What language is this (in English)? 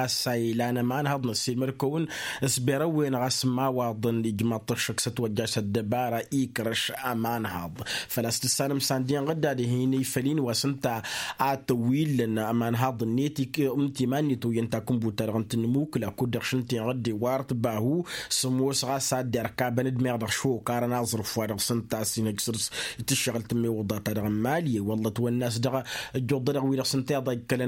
Tamasheq